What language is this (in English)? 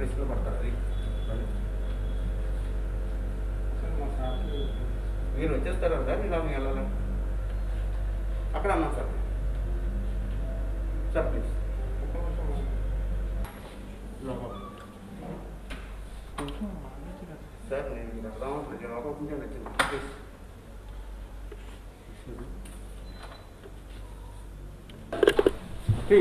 Telugu